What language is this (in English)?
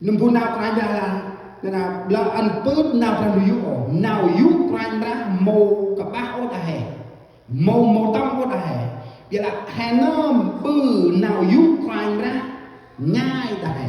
Central Mnong